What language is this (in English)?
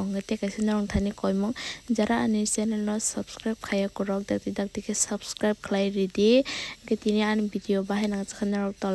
Kok Borok